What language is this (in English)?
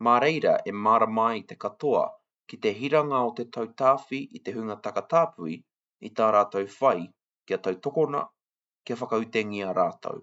Māori